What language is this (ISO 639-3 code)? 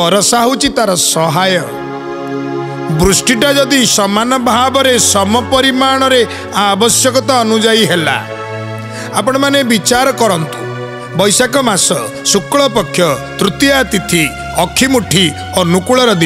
ori